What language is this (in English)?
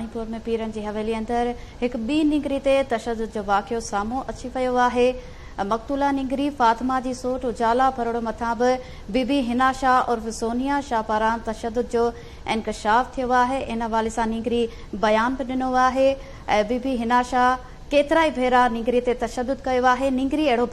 Sindhi